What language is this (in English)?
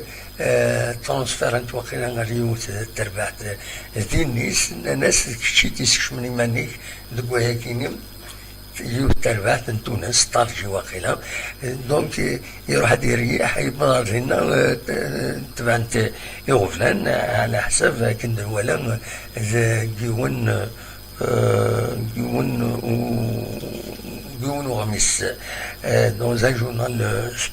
Kabyle